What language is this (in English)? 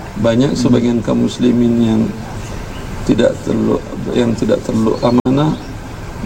Indonesian